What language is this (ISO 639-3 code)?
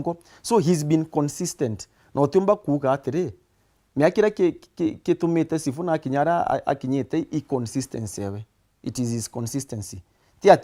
mer